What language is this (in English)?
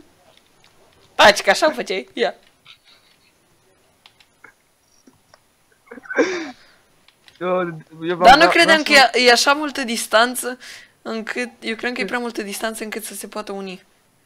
Romanian